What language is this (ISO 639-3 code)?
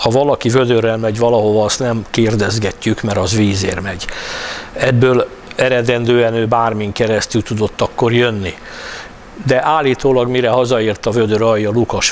hun